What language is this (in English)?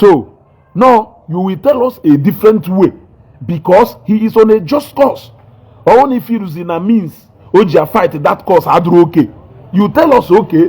Igbo